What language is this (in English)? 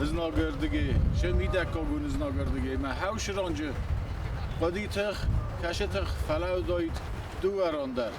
Ossetic